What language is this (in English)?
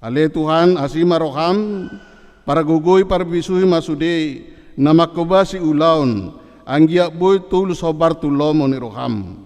Batak Toba